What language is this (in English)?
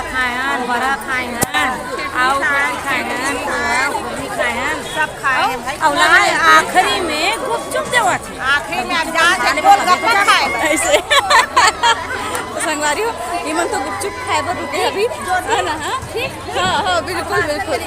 Chhattisgarhi